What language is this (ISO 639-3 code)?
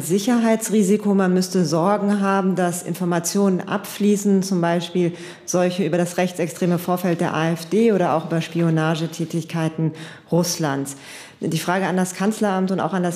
deu